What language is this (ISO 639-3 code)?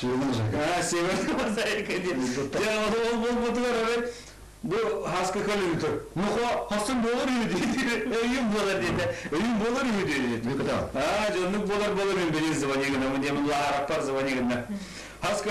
sah